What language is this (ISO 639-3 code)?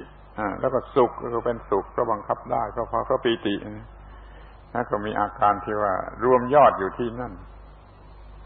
tha